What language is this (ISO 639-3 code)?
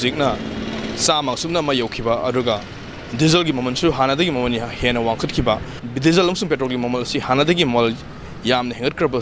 mni